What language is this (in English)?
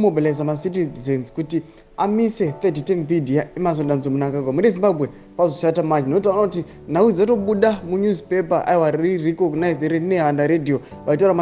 Shona